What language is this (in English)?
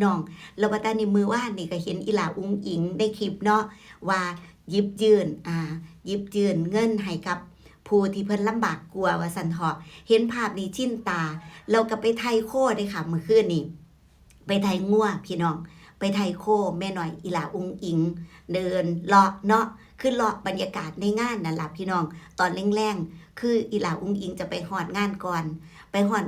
Northeastern Thai